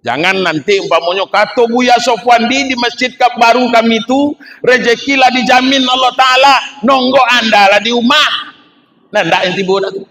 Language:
Minangkabau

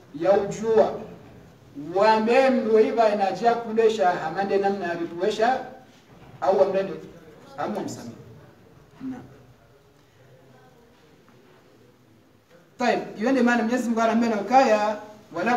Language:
Swahili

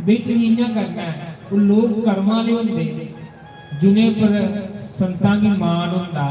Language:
Dogri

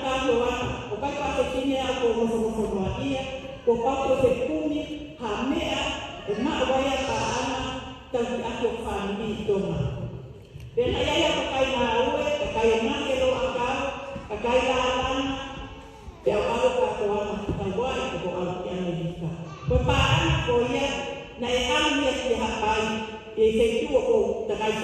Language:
Tongan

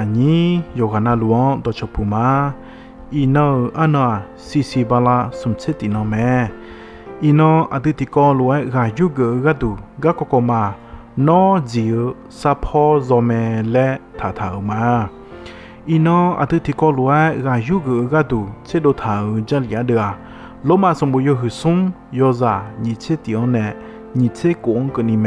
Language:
Akha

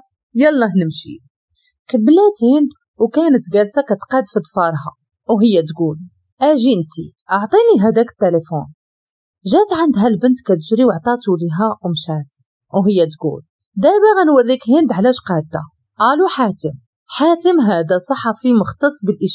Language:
Moroccan Arabic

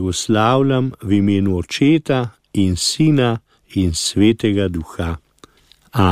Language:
Slovenian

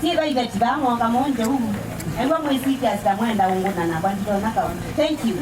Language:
Kamba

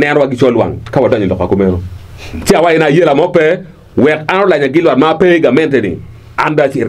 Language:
Acoli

